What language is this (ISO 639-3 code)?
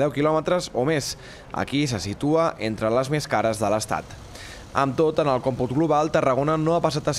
cat